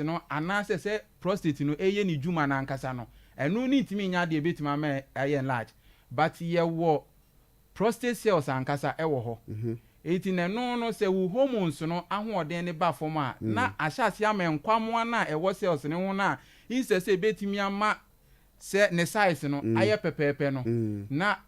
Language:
Akan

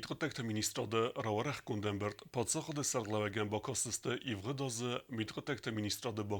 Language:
Ossetic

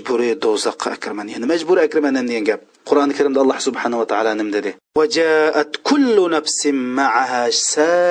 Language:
Uyghur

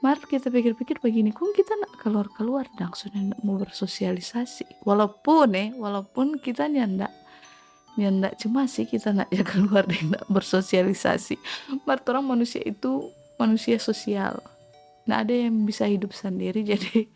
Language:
Manado Malay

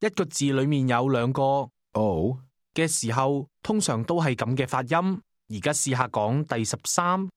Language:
Cantonese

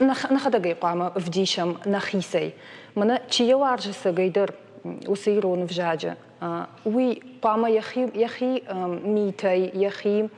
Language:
Ossetic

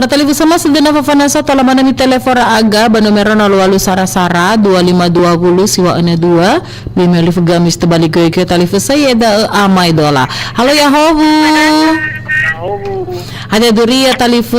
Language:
Nias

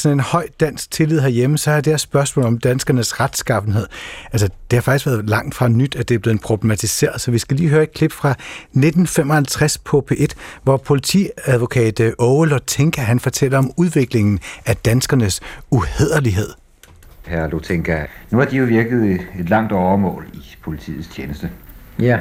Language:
Danish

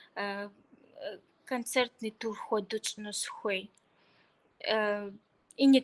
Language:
Kabardian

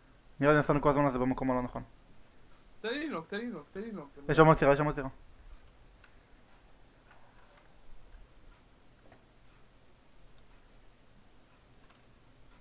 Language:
Hebrew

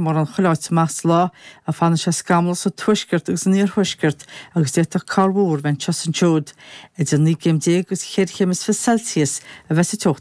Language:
Irish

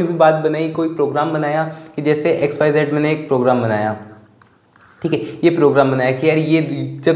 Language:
Hindi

